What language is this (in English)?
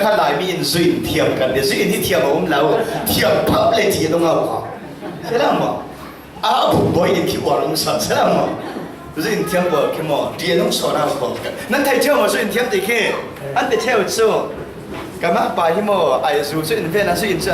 Falam Chin